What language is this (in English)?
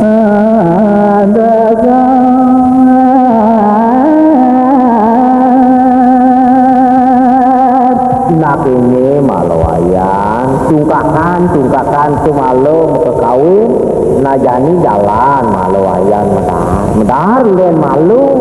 Balinese